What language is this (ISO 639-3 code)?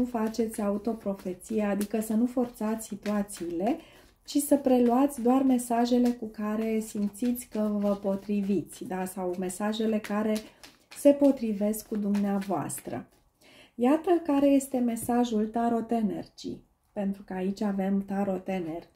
ron